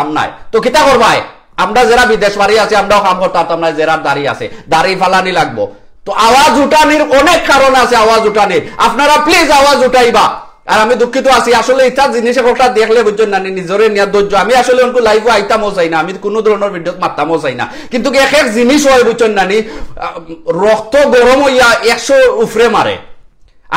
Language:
Sylheti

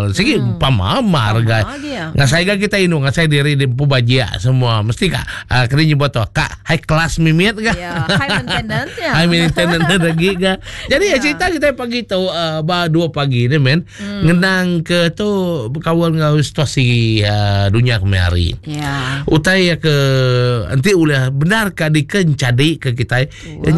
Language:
Iban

